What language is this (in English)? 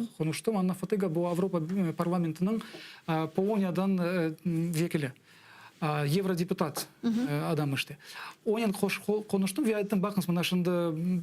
Crimean Tatar